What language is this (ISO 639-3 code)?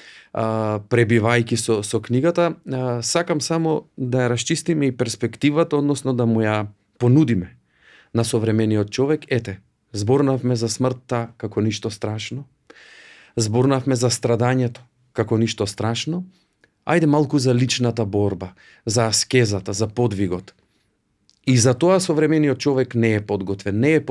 mkd